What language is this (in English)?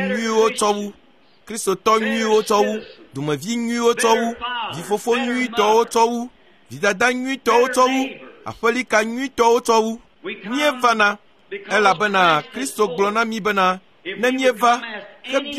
Ewe